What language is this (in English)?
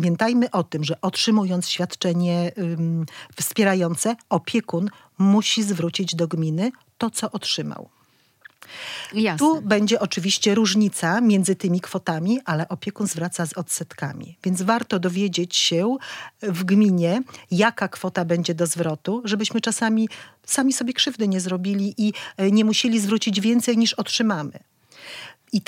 Polish